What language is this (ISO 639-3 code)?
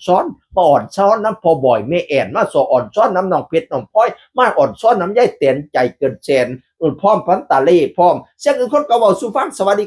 tts